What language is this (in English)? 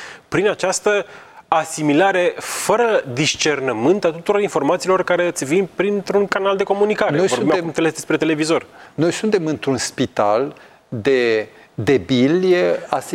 Romanian